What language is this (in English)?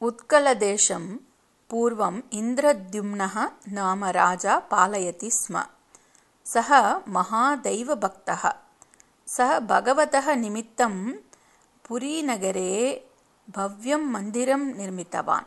Sanskrit